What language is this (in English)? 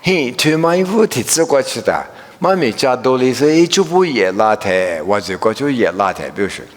Lisu